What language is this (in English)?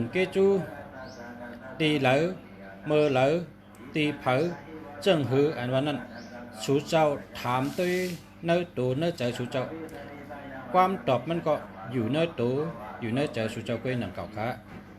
Shan